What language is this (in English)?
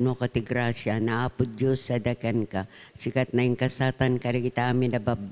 Iloko